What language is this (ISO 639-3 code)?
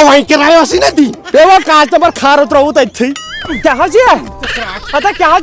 kas